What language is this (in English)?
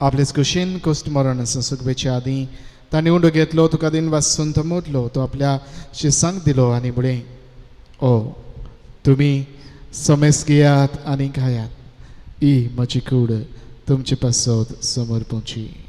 Konkani